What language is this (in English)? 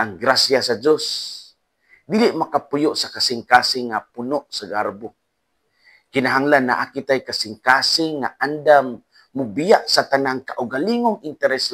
Cebuano